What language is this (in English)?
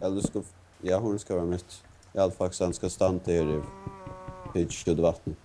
Faroese